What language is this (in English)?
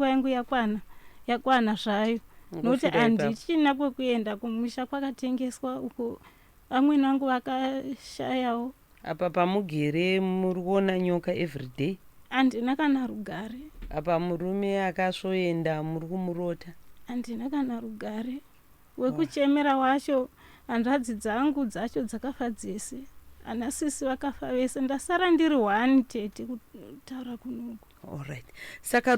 Shona